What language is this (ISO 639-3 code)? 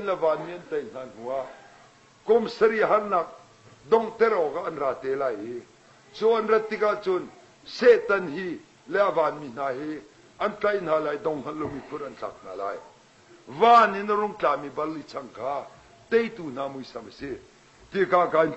cnh